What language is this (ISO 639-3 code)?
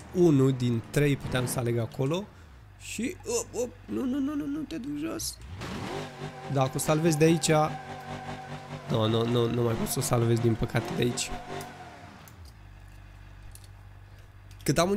ron